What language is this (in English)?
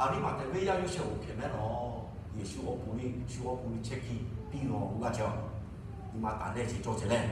Lahu